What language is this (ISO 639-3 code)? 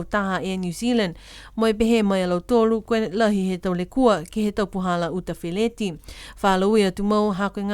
niu